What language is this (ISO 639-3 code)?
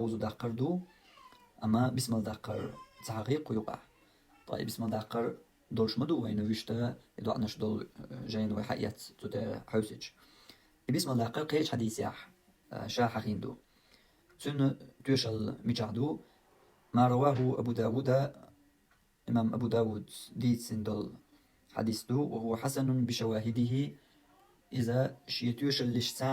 che